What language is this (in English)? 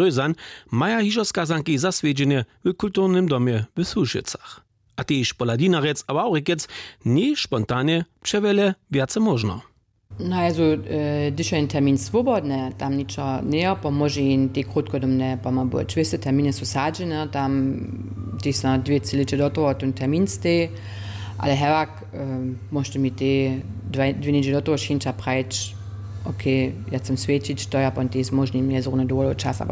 Upper Sorbian